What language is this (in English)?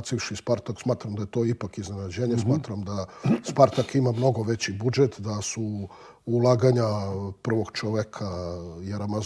Serbian